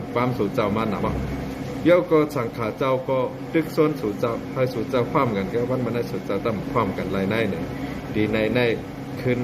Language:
Shan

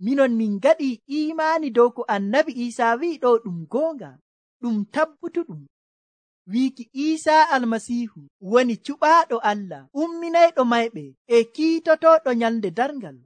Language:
Nigerian Fulfulde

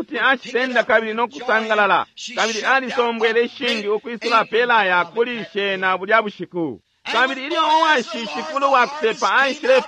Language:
Bemba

